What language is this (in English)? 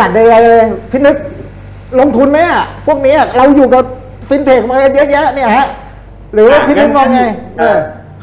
Thai